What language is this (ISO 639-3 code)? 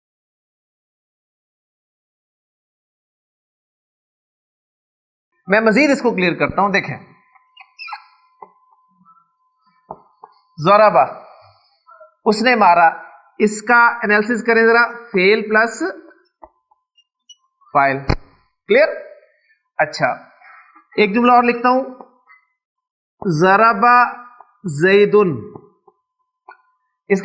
urd